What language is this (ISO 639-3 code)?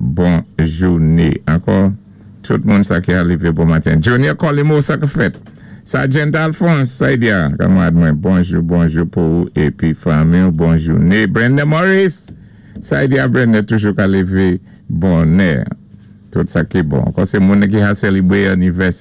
acf